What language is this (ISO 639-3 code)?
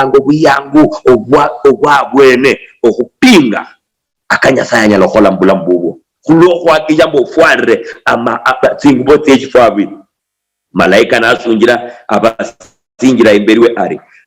luy